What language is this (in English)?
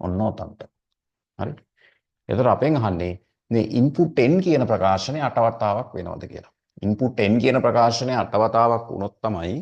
Sinhala